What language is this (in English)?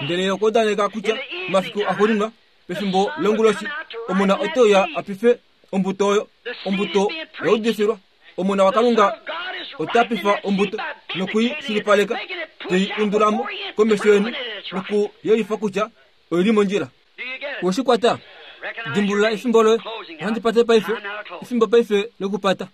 Kuanyama